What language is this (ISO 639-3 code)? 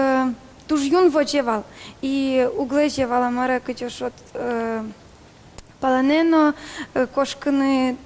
udm